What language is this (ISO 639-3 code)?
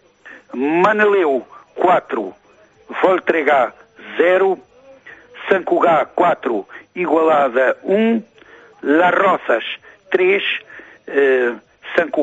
por